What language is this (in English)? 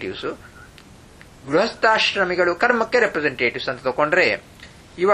Kannada